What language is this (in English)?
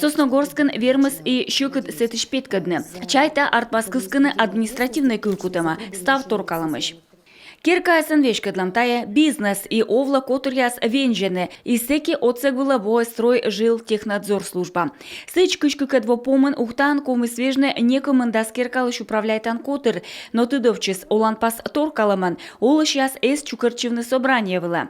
Komi